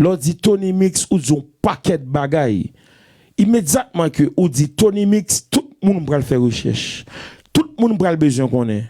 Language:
Haitian Creole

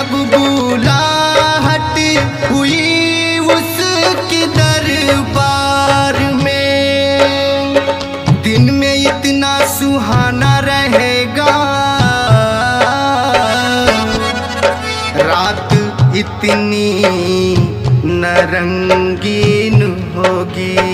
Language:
Hindi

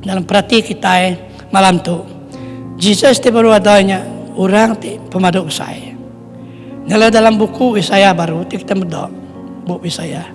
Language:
Iban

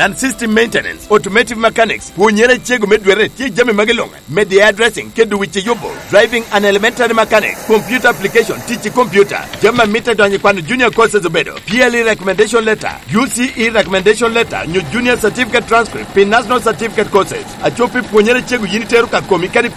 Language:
Lango (Uganda)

